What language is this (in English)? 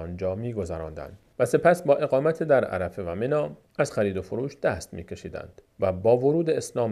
Persian